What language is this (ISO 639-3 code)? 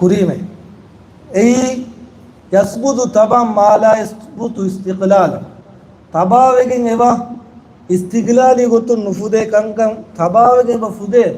div